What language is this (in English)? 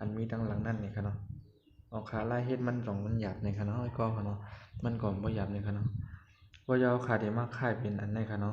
Shan